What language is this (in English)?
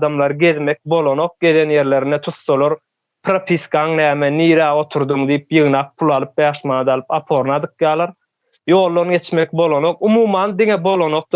Turkmen